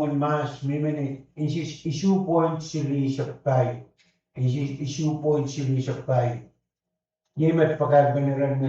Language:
Pohnpeian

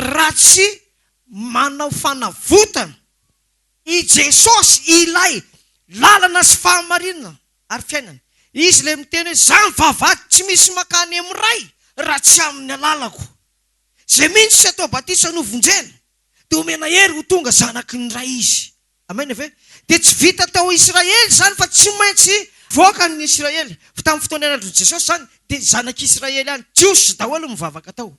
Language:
Malagasy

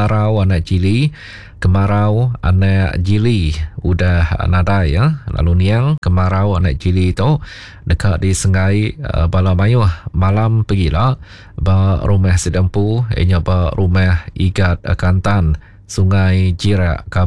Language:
Iban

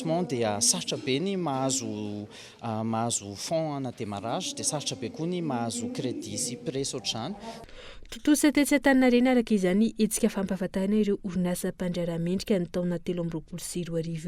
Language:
Malagasy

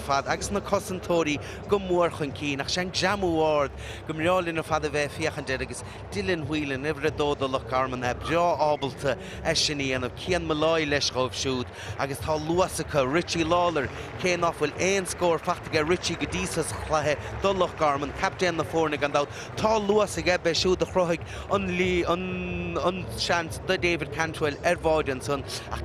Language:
Irish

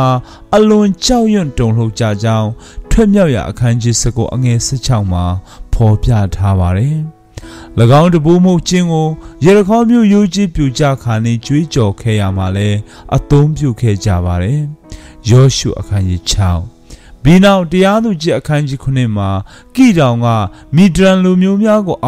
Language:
Burmese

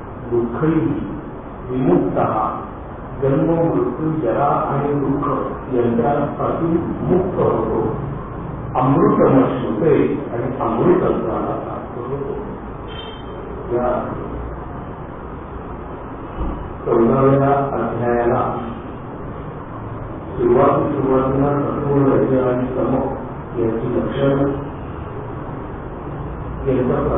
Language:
Marathi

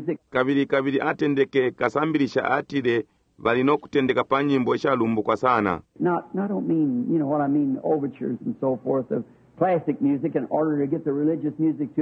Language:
Bemba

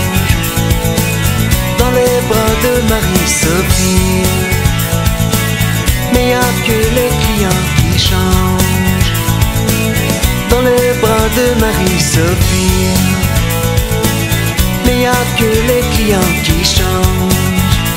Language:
French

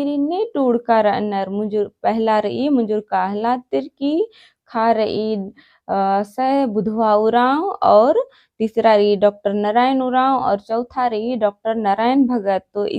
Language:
Kurukh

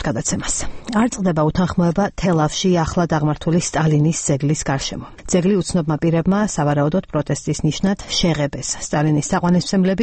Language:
Georgian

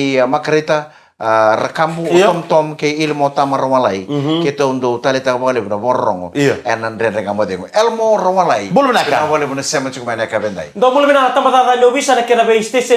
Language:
Fijian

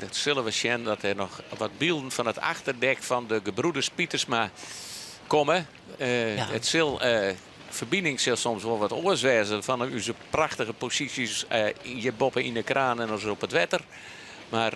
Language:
Western Frisian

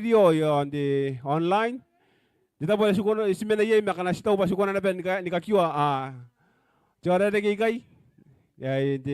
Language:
Gilbertese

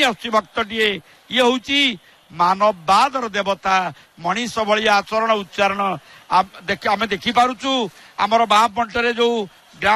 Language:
Odia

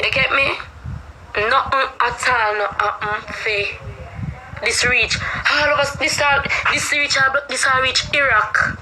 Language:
Jamaican Creole English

